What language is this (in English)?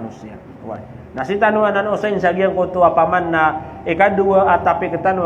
Maranao